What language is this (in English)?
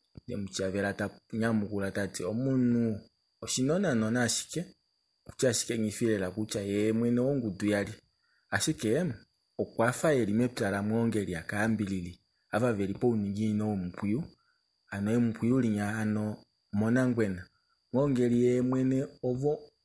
Kuanyama